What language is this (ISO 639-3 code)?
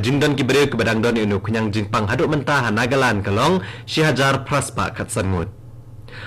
kha